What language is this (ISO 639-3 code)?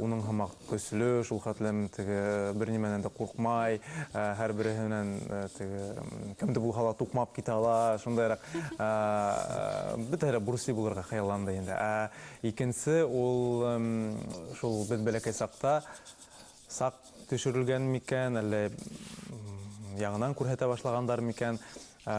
bak